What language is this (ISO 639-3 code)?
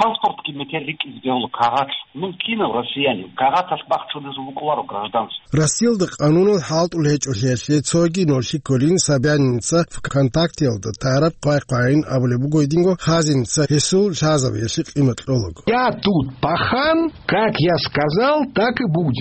ava